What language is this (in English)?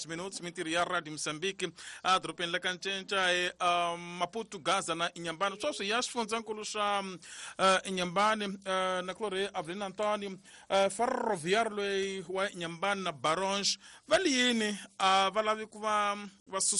Tsonga